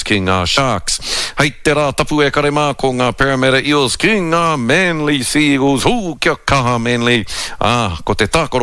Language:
Māori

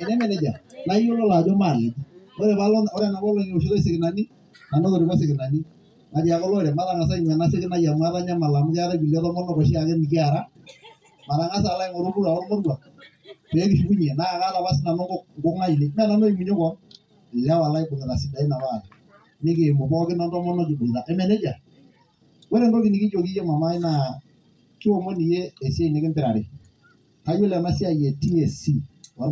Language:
Masai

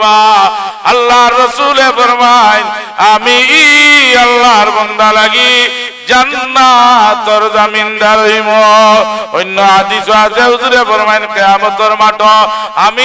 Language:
Sylheti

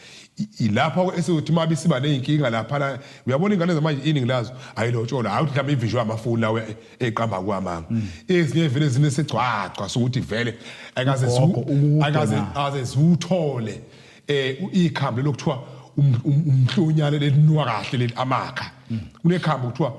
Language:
Zulu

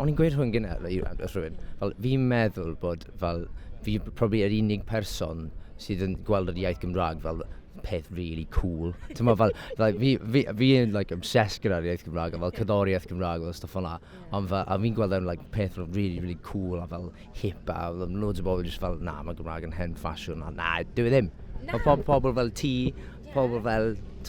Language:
Welsh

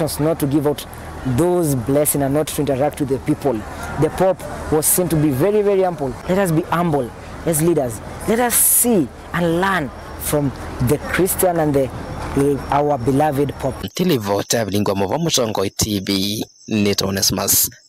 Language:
Kamba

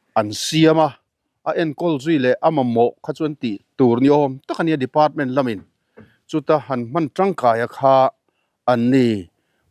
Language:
Mizo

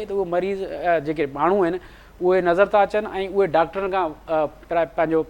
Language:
Sindhi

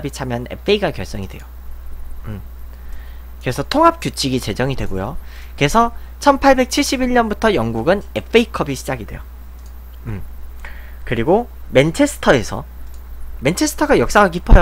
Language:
Korean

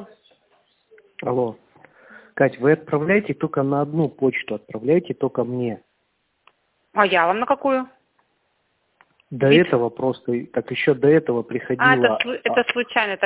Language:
Russian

